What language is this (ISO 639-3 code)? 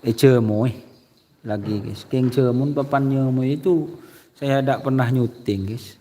mad